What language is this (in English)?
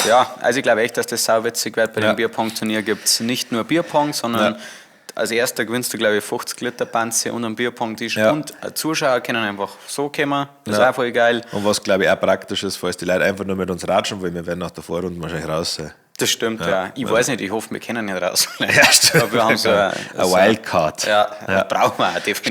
Bavarian